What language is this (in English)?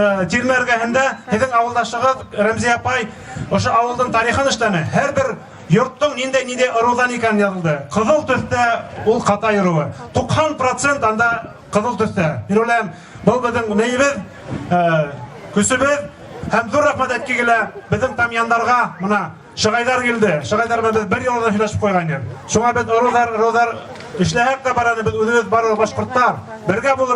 Bashkir